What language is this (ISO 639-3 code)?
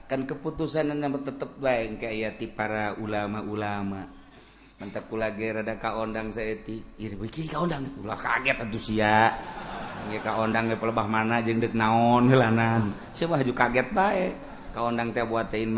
sun